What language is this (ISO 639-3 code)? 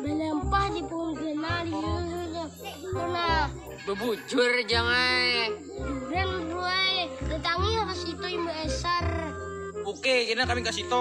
bjn